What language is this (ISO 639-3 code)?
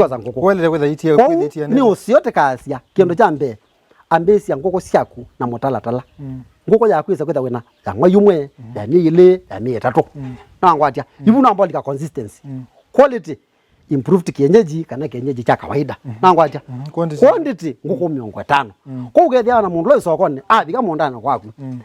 kam